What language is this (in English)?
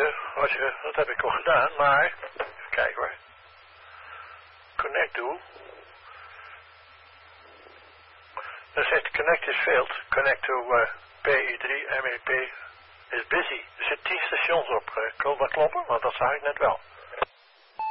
Dutch